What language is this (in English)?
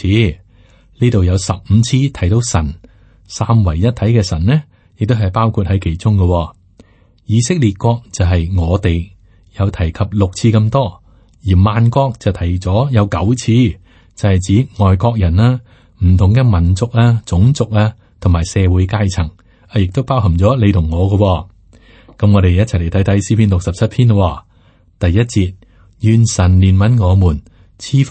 Cantonese